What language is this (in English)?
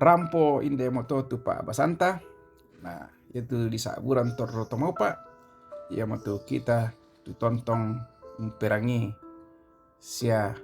Toraja-Sa'dan